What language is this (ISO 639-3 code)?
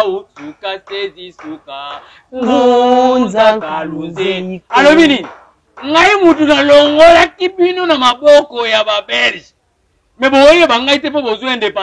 lin